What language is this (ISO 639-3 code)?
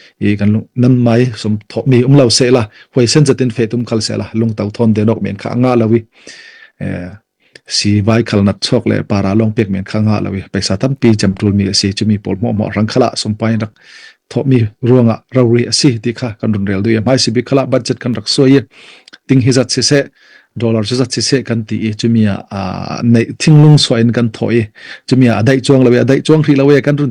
cfm